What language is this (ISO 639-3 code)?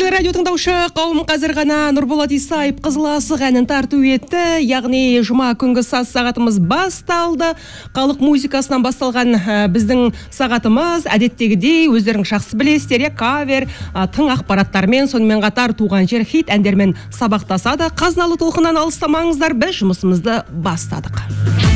kaz